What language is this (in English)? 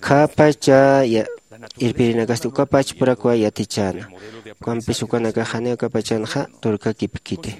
Aymara